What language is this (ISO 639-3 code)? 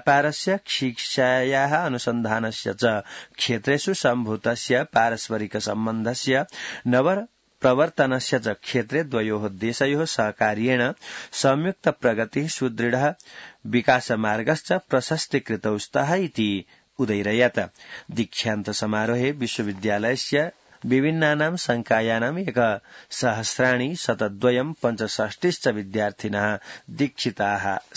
san